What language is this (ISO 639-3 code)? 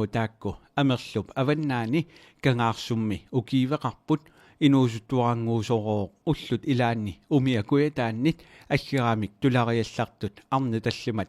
kal